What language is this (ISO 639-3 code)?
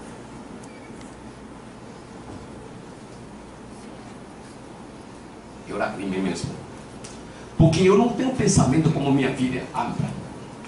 por